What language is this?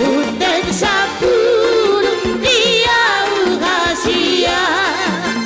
Batak Toba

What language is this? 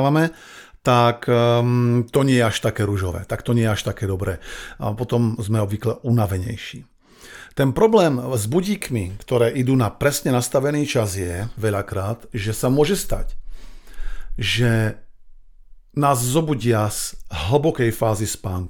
Slovak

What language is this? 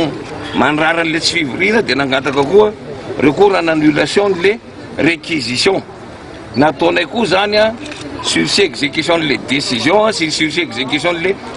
Malagasy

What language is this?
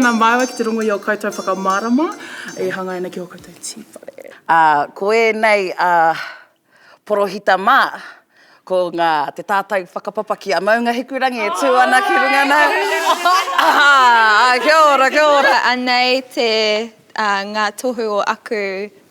Māori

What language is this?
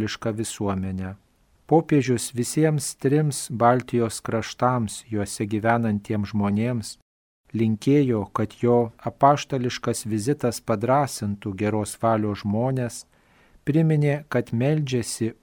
Lithuanian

